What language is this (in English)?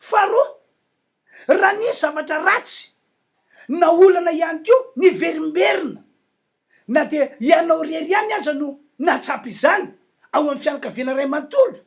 Malagasy